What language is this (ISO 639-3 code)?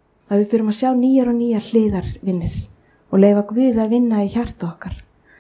isl